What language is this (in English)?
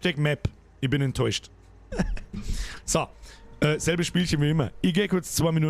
Bavarian